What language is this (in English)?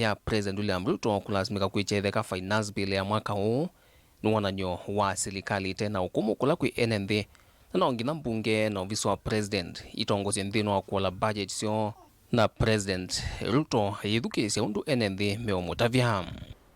Kamba